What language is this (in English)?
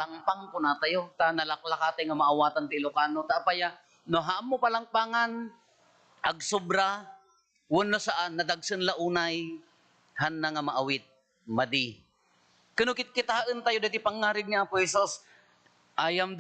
Iloko